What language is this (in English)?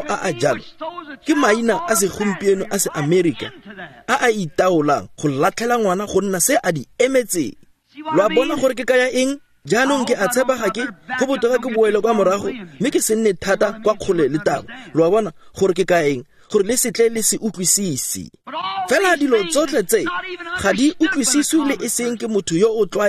Tswana